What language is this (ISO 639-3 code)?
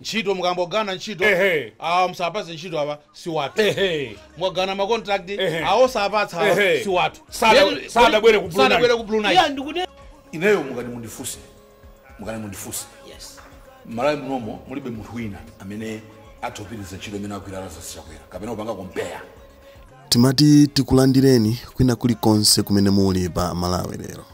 nya